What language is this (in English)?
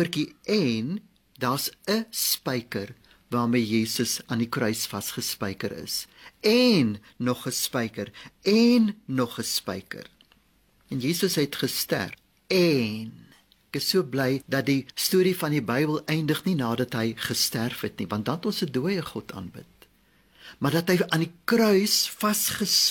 Afrikaans